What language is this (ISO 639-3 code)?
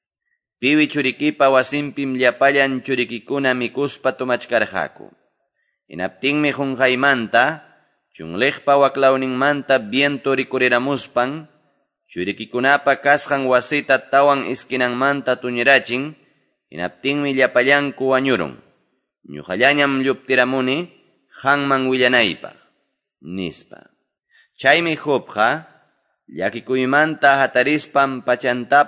que